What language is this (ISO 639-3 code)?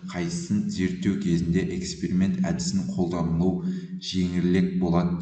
kaz